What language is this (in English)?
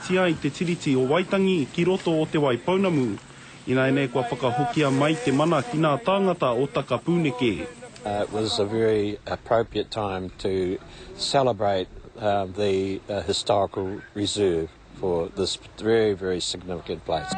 Māori